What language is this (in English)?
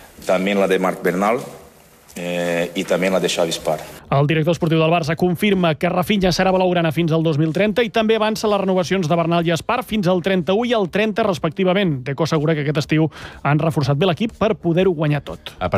Catalan